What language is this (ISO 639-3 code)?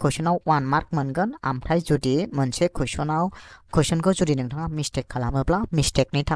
brx